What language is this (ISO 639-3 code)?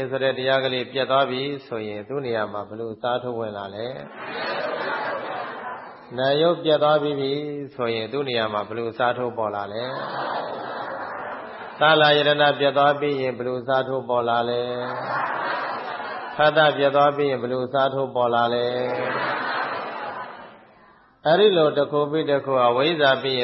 mya